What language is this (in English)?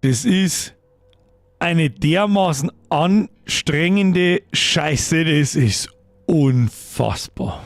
Bavarian